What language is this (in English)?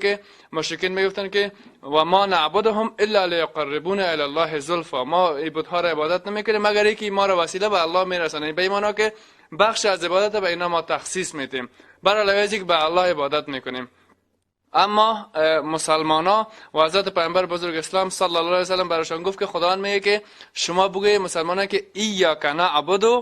Persian